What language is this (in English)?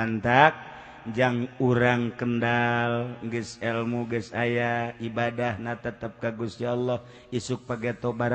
Sundanese